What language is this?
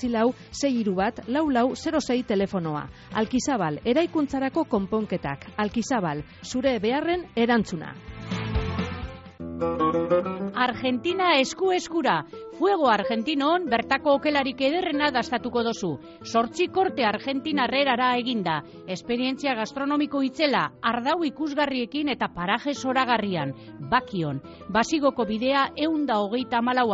Basque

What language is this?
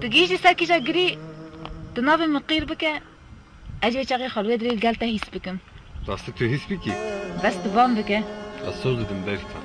Kurdish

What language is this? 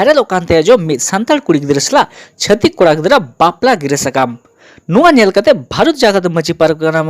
Santali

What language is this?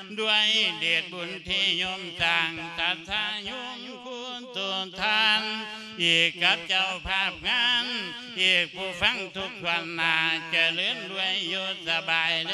Lao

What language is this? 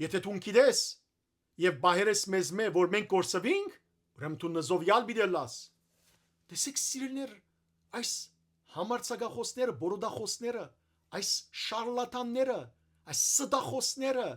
Western Armenian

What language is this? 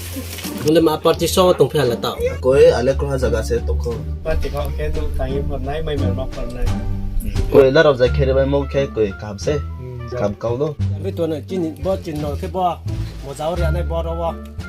Riang (India)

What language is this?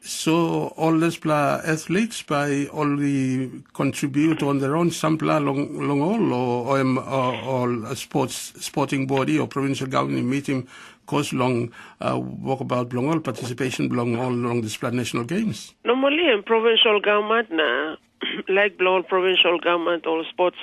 Tok Pisin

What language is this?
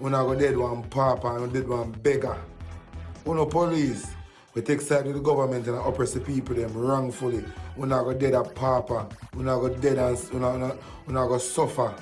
Jamaican Creole English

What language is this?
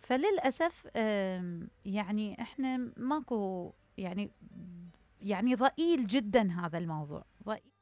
Mesopotamian Arabic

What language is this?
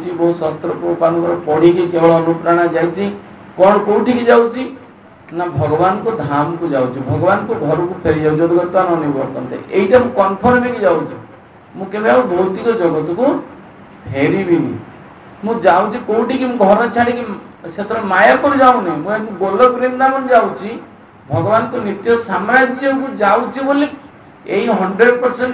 Odia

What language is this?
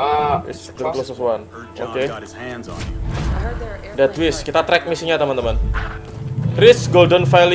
Indonesian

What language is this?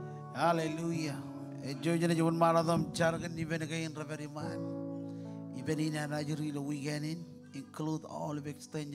Marshallese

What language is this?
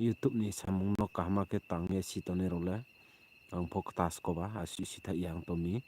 Riang (India)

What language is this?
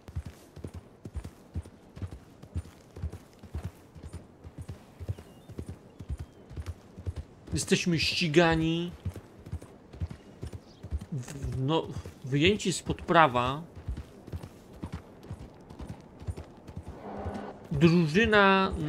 Polish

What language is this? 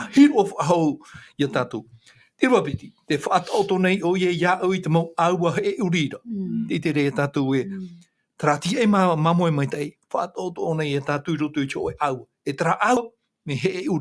Tahitian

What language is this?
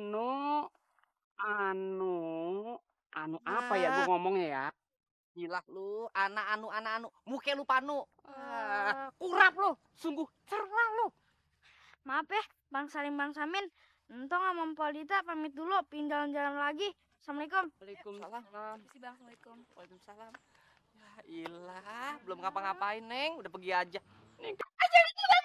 Betawi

